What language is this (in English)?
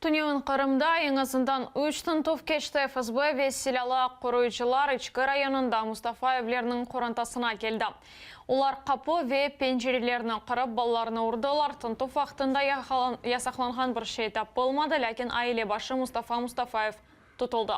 Crimean Tatar